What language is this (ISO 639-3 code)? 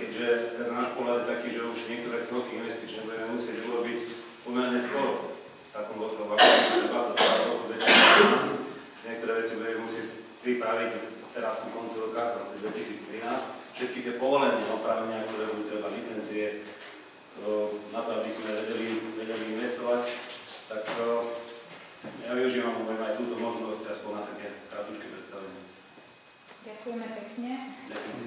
slk